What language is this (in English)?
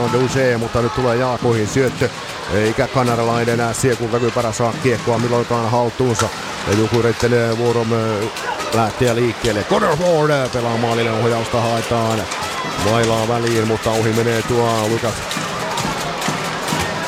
Finnish